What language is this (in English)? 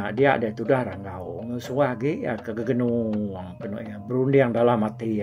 Iban